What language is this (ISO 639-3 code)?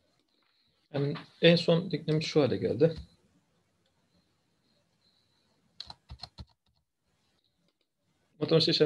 tur